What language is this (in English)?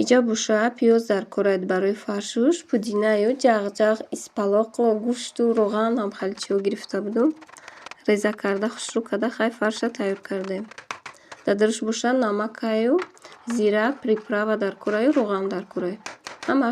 Tajik